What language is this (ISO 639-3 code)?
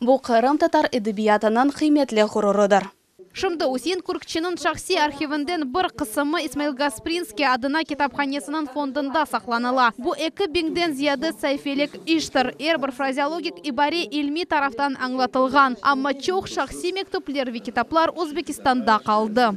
crh